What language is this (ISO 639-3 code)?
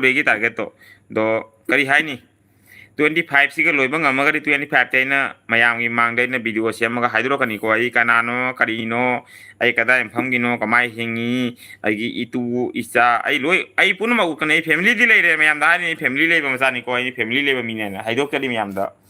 mni